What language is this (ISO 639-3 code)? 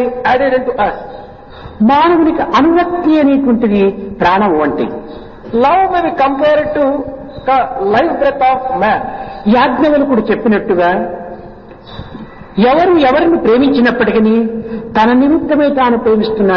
tel